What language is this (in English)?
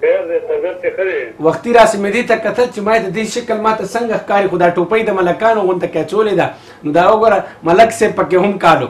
Pashto